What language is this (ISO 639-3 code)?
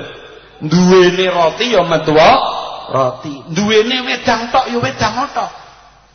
jav